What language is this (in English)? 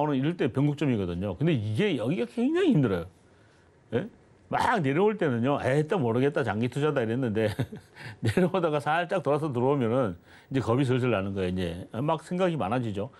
Korean